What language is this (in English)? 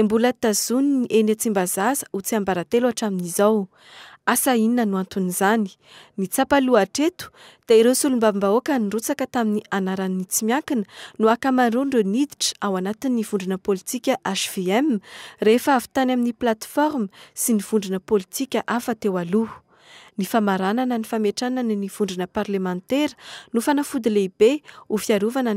Malagasy